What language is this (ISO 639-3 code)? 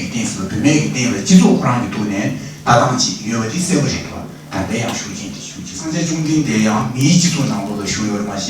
bod